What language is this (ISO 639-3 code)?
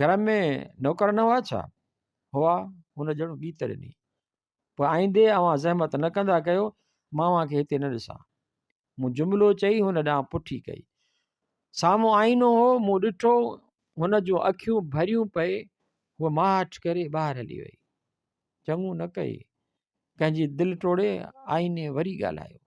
snd